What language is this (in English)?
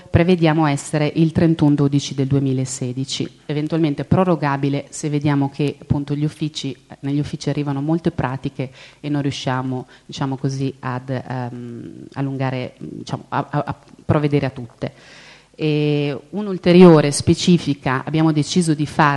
Italian